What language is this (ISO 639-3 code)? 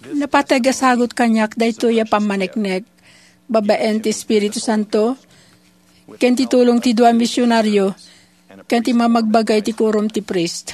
ilo